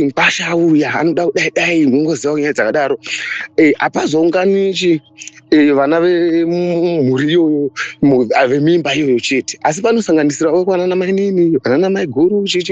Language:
Shona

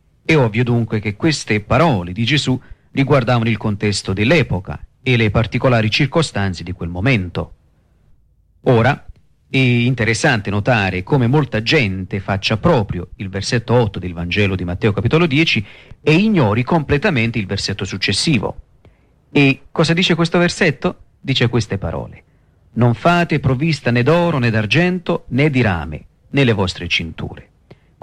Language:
Italian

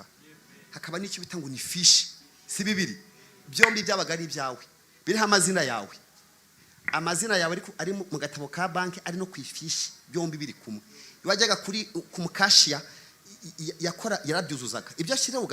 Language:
Kinyarwanda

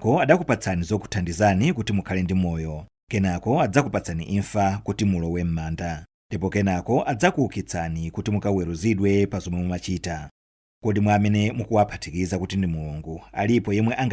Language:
Nyanja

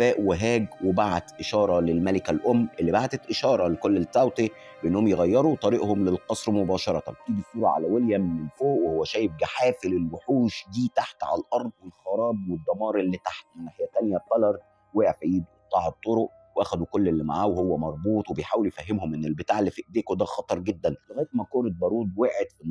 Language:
Egyptian Arabic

